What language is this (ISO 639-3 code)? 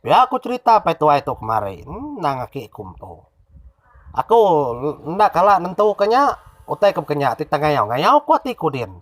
iba